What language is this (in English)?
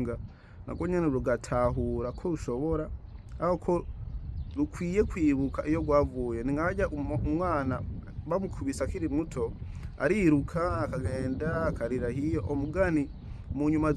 Rundi